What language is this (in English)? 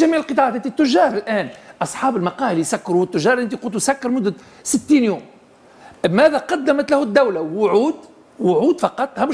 Tunisian Arabic